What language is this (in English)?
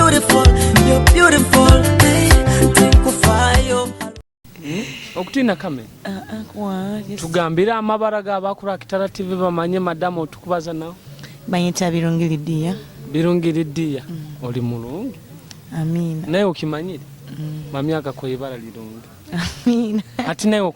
Nyoro